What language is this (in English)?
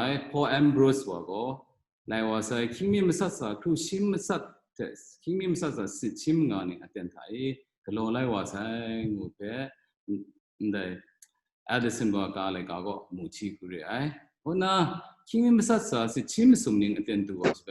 Kachin